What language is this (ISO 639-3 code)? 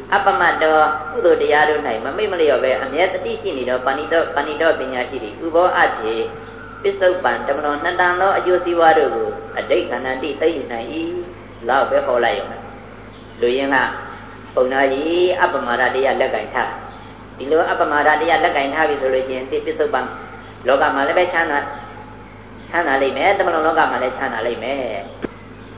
mya